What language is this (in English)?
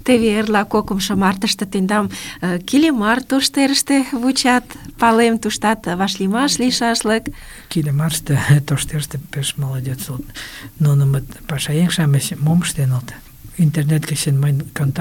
Mari